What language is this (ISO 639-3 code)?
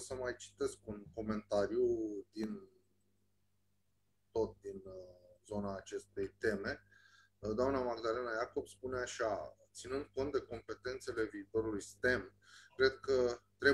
ron